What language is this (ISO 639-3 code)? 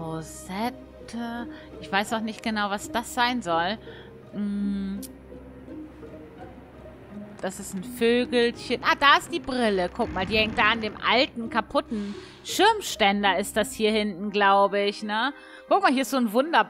deu